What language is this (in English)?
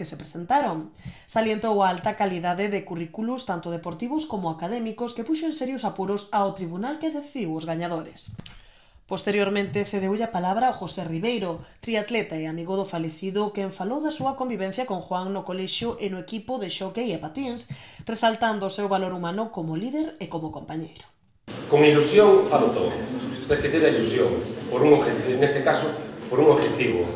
Galician